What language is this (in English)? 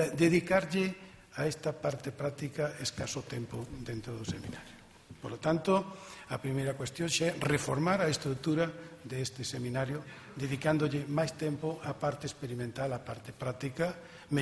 Galician